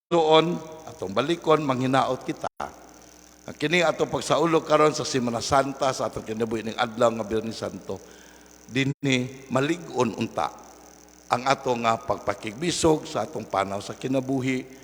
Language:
Cebuano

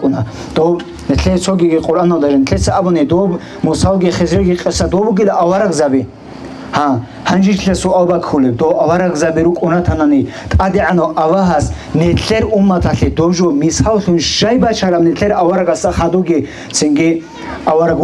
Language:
Avaric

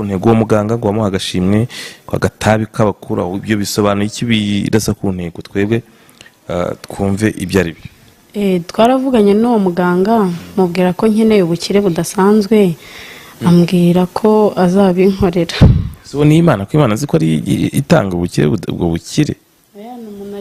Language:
Kinyarwanda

